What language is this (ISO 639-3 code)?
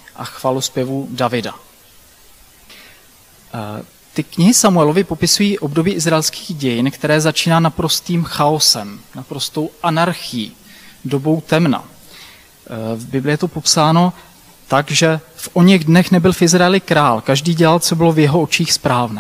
ces